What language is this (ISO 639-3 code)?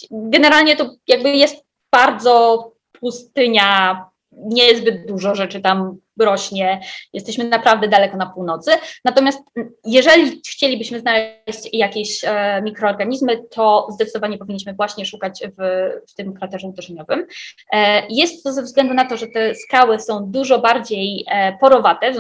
pol